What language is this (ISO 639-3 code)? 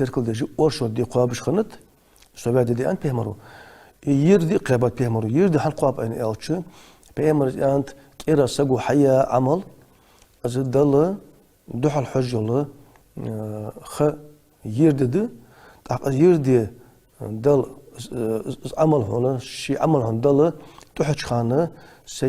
inh